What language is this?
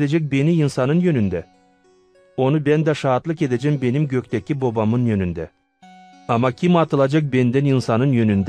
Gagauz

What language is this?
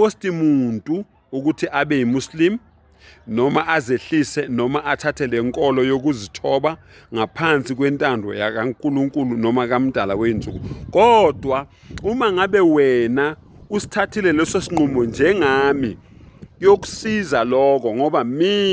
Zulu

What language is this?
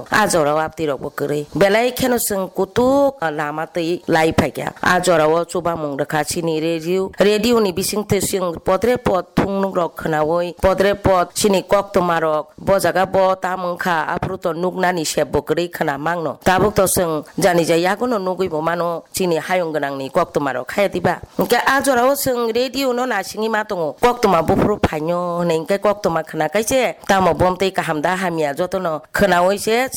Kok Borok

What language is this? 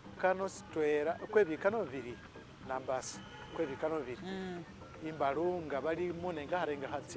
Masaaba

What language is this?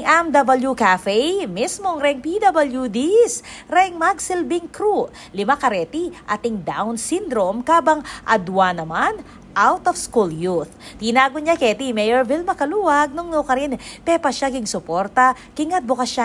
Pampanga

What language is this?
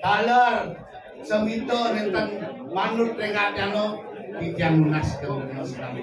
Balinese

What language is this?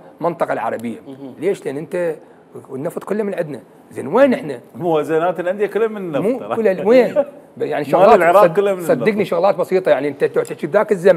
Mesopotamian Arabic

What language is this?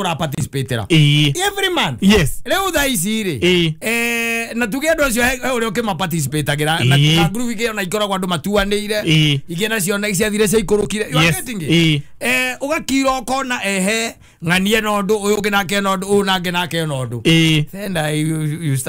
Kikuyu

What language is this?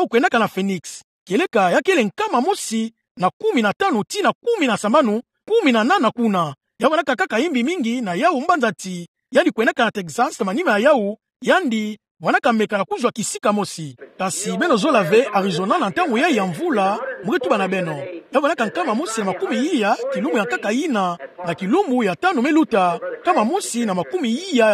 Kituba (Democratic Republic of Congo)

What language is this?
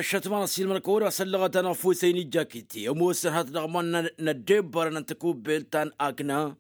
Tamasheq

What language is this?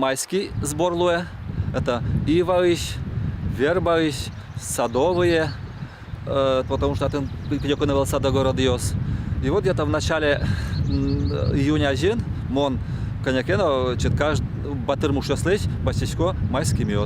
Udmurt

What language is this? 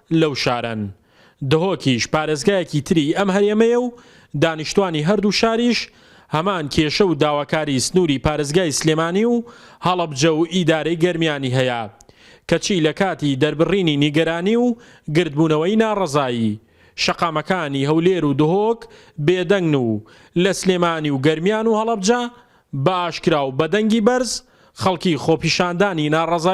Central Kurdish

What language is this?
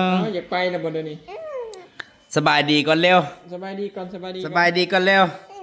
Northeastern Thai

